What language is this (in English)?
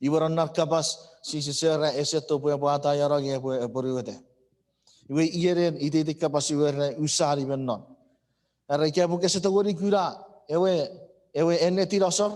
Chuukese